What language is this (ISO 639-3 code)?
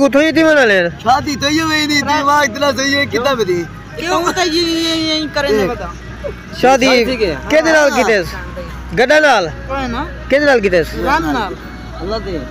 skr